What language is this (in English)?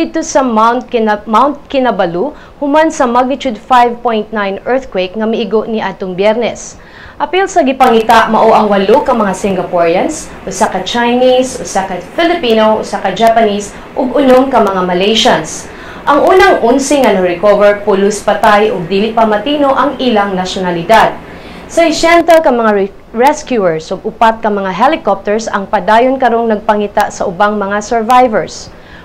Cebuano